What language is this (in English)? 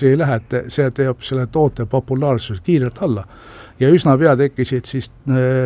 Estonian